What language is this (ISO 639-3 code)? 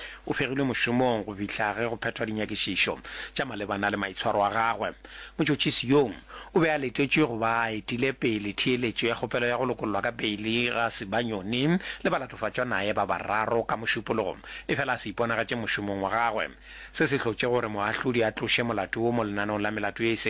nso